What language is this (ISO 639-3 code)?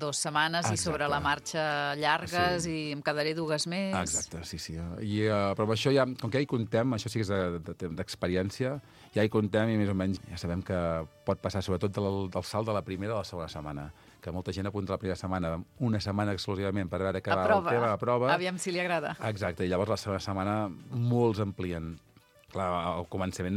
cat